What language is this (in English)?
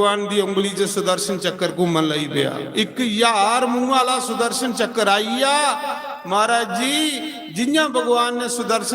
Dogri